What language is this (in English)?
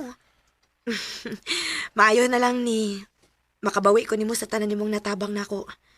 Cebuano